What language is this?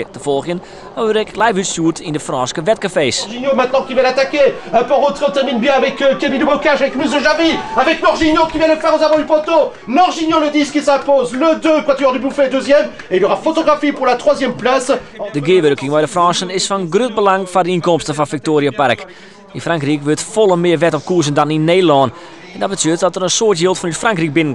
Western Frisian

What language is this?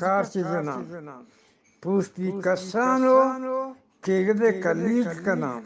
Eastern Balochi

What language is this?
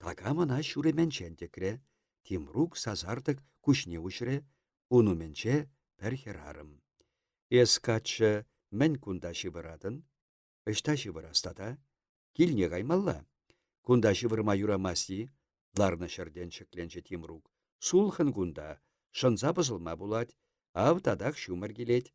Chuvash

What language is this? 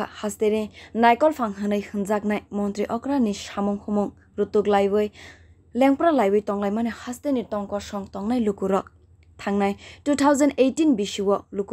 Kok Borok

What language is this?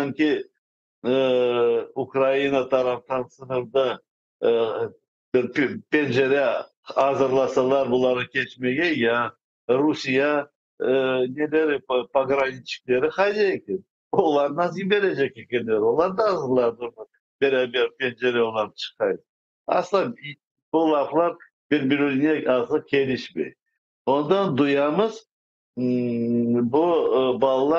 Crimean Tatar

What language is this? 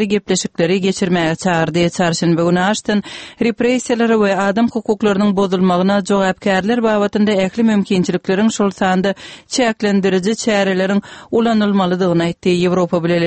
Kyrgyz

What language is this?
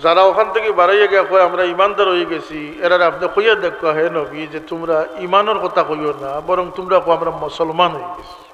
Sylheti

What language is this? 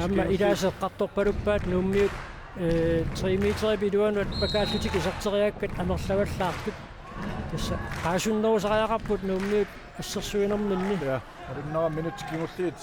Kalaallisut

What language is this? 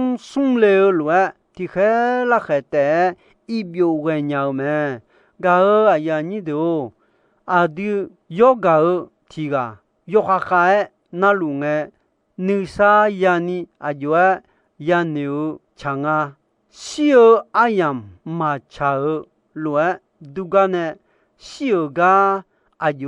Akha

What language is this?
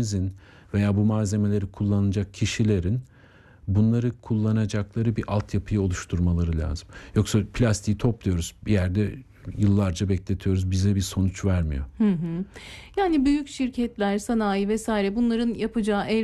Turkish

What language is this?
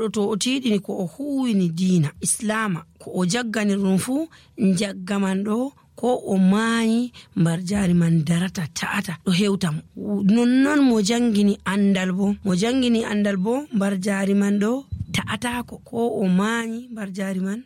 Nigerian Fulfulde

